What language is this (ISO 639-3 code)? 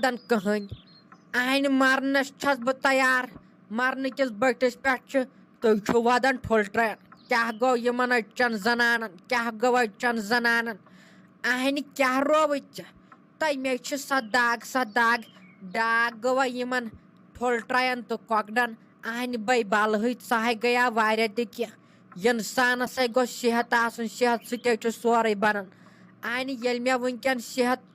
kas